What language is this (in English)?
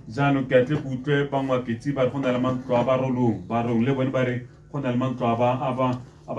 Tswana